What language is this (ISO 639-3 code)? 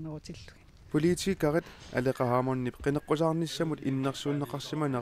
kal